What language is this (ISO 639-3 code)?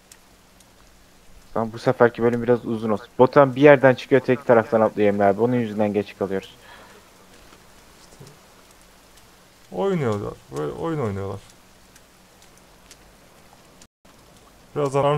tur